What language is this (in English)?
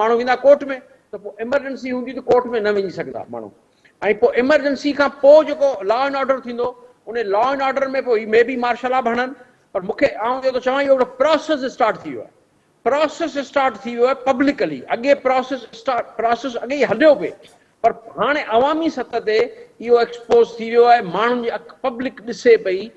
Sindhi